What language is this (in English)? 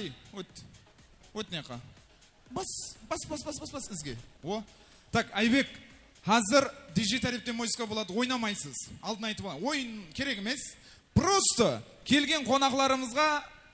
Kara-Kalpak